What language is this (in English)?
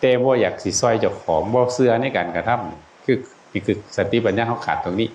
Northeastern Thai